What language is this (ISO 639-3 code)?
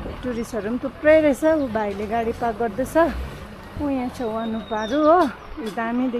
nep